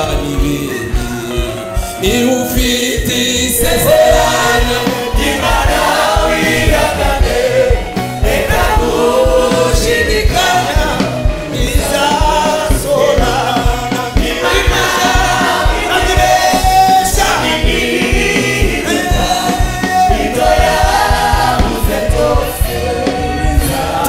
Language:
Kinyarwanda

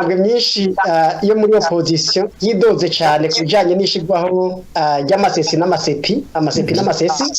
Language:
Rundi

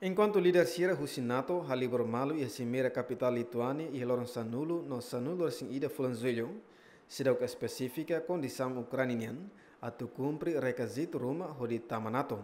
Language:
Tetum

